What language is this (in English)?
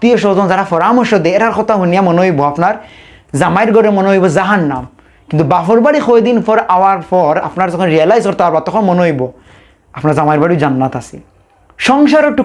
Sylheti